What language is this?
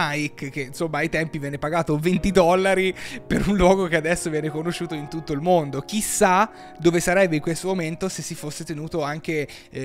Italian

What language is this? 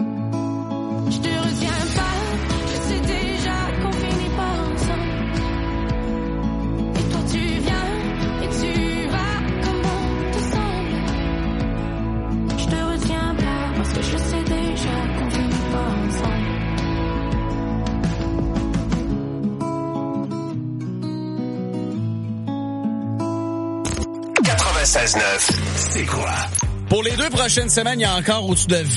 French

